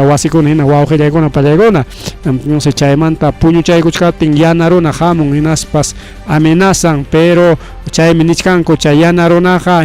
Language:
Ayacucho Quechua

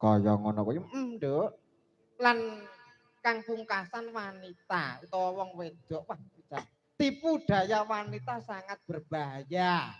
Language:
Javanese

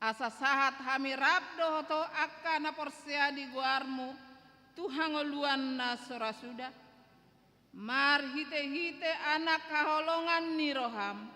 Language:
Batak Toba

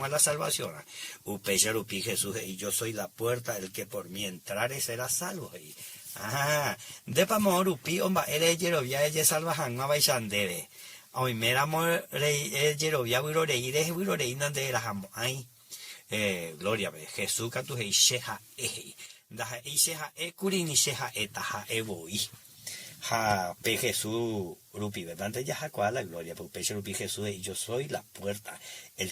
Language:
Guarani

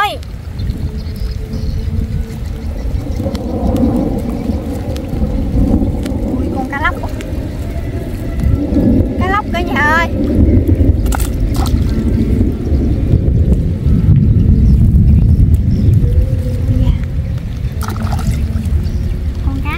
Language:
Vietnamese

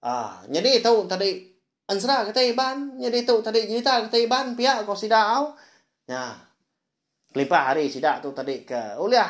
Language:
Iban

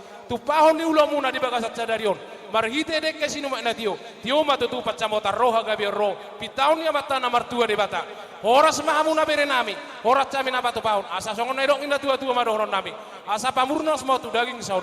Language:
Batak Toba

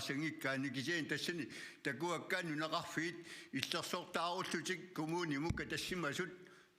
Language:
Kalaallisut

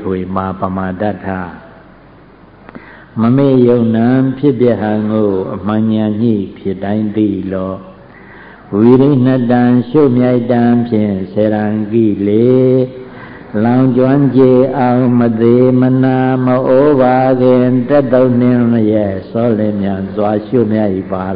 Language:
Burmese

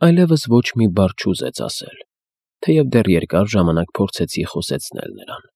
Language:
Armenian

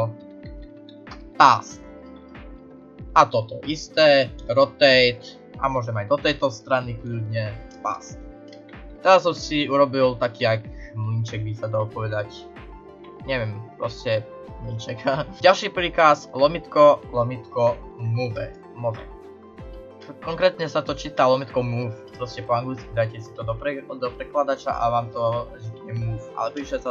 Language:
Slovak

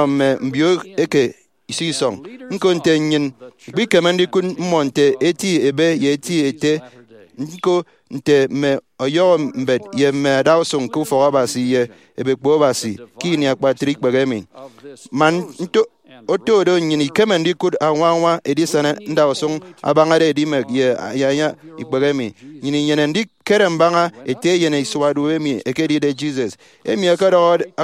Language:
Efik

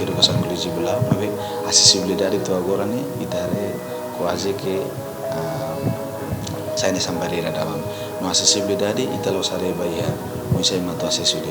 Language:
Tetum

